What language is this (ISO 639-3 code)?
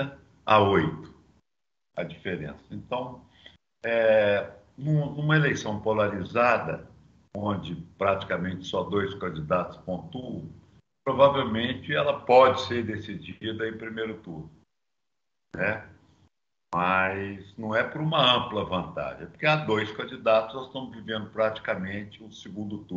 por